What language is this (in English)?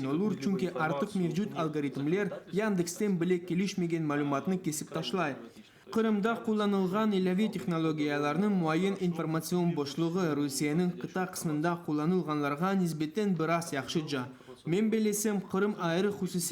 Crimean Tatar